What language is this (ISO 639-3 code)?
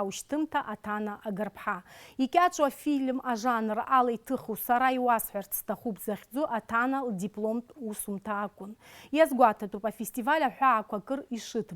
abk